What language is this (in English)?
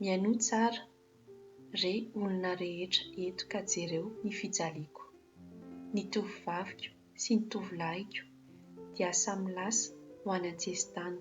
Malagasy